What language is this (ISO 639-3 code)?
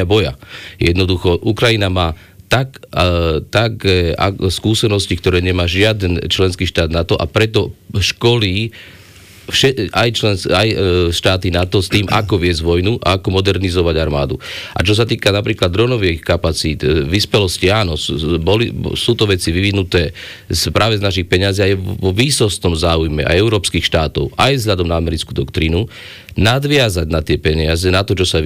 slk